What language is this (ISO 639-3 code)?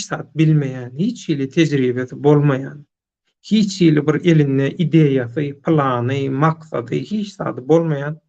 tuk